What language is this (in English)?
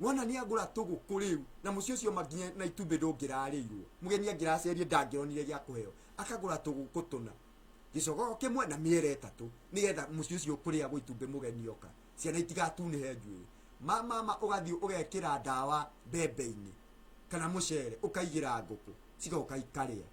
Kikuyu